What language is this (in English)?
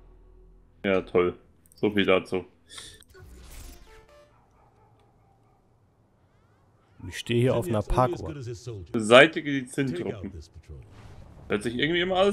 German